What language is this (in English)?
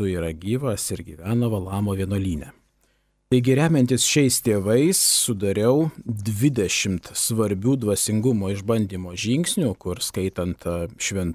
Lithuanian